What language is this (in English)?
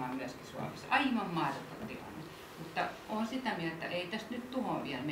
Finnish